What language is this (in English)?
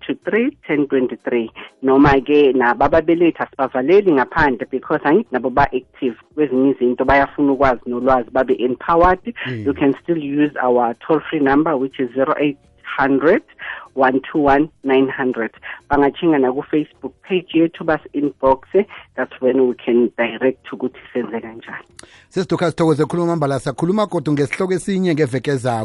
South Ndebele